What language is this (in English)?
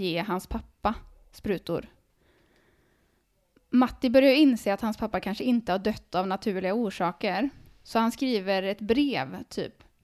Swedish